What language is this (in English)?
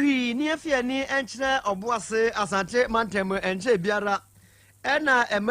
Akan